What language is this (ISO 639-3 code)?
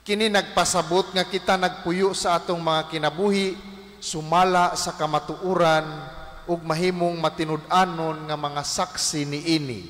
ceb